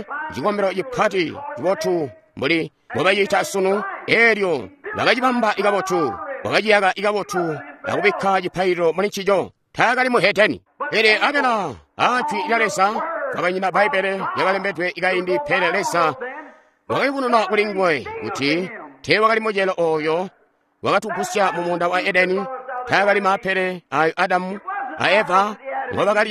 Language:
Tonga (Zambia)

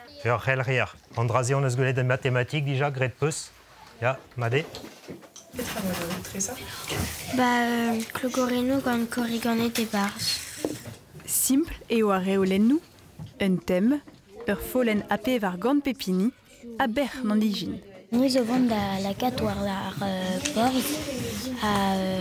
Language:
Breton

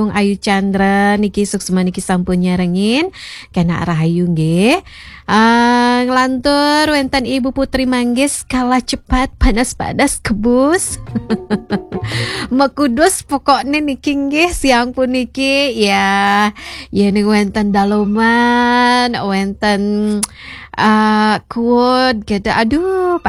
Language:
Balinese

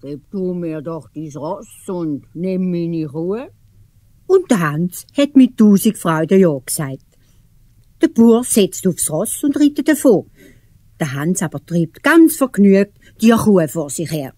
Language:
Swiss German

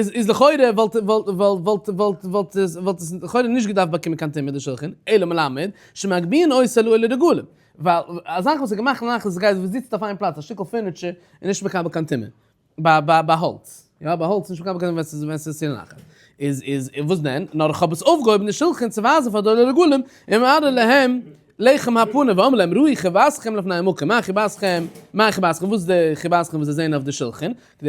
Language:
Yiddish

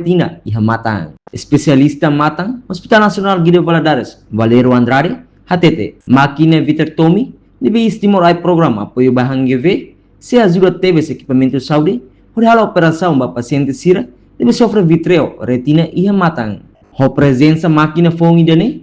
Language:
Tetum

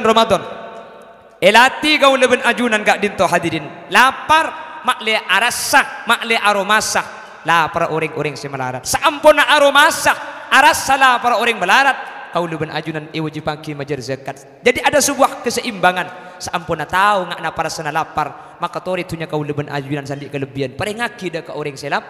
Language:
Madurese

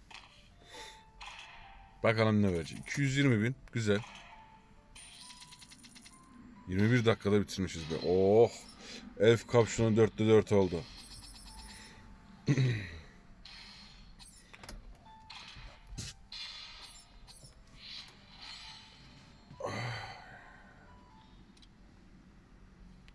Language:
Turkish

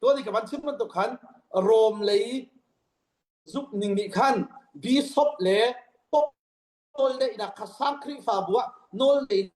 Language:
Hakha Chin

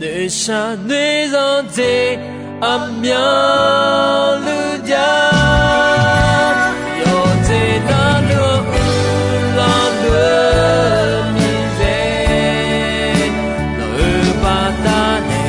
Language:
Akha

